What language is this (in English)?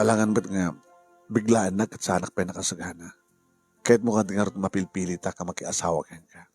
Iloko